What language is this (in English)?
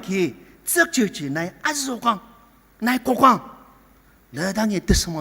Ao Naga